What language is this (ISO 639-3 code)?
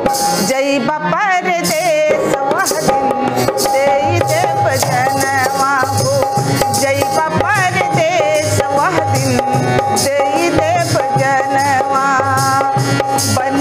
bho